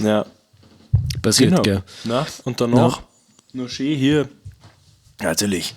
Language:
Bavarian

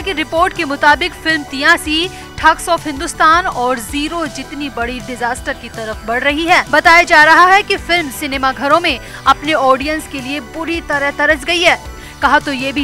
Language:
Hindi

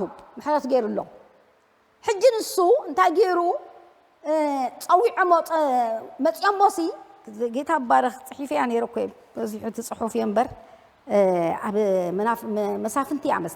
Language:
Tigrinya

